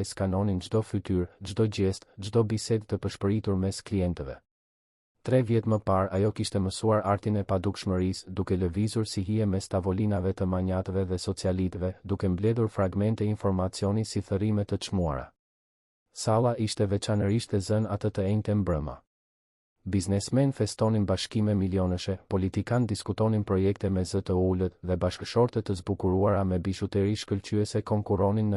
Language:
Albanian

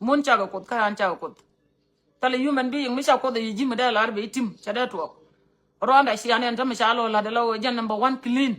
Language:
Nuer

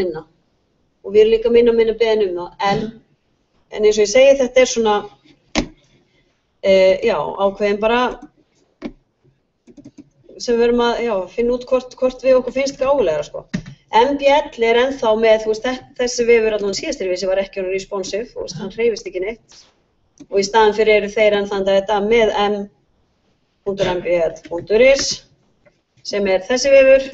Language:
Icelandic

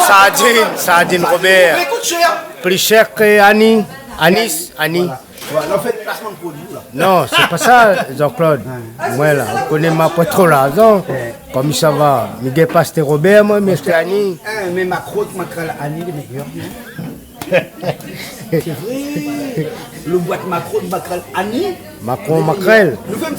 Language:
Réunion Creole French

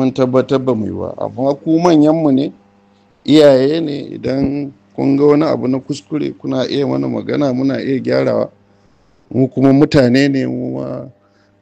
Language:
Hausa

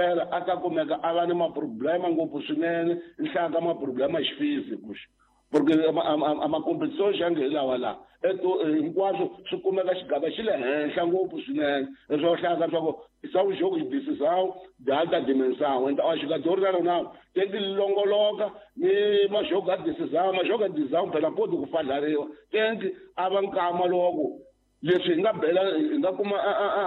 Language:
Tsonga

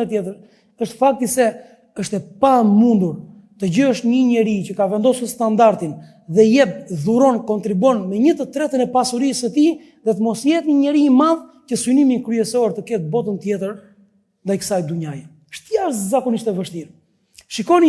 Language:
Albanian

